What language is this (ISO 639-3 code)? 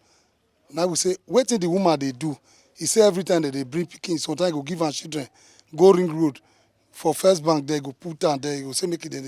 pcm